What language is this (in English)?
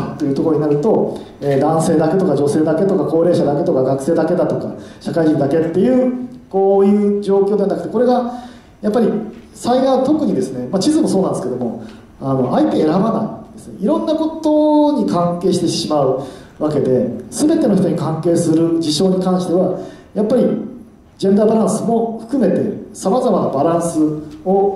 Japanese